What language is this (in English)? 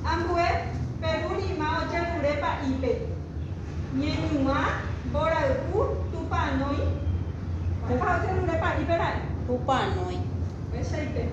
Guarani